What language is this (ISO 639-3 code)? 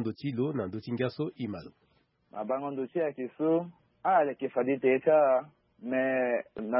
sag